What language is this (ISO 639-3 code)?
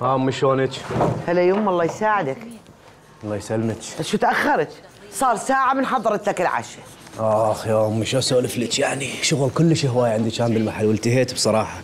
acm